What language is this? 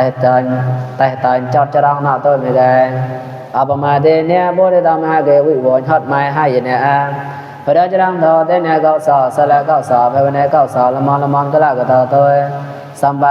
Mon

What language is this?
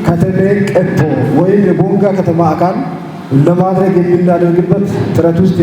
Kafa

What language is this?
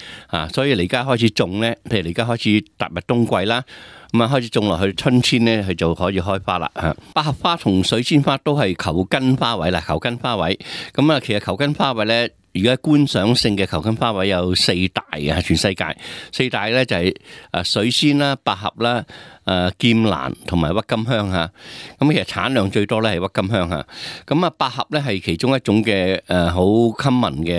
Cantonese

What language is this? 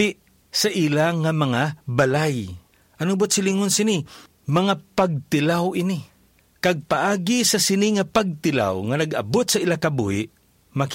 Hiligaynon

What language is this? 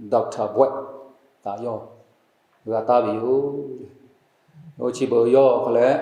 Lahu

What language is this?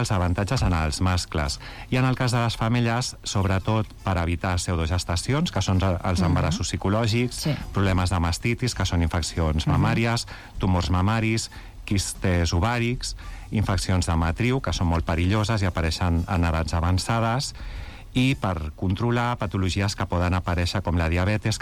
Catalan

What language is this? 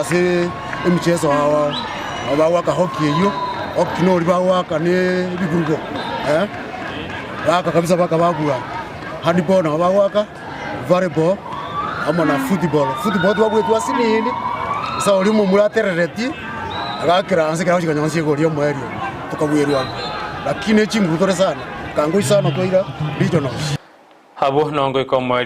Gusii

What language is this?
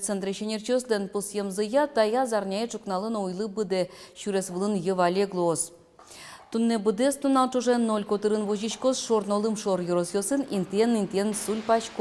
Udmurt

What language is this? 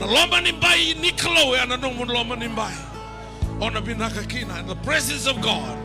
Fijian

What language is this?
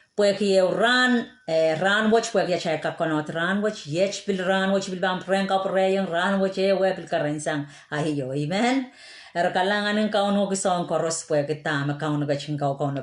Pohnpeian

